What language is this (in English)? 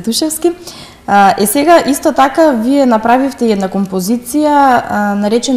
Macedonian